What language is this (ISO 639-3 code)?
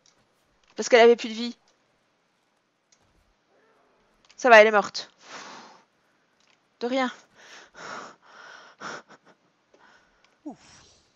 fra